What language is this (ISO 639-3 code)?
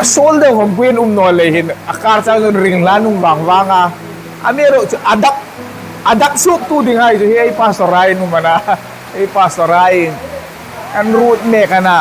hmr